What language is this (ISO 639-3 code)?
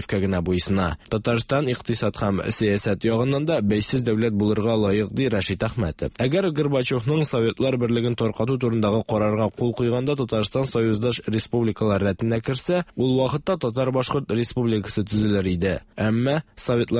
tat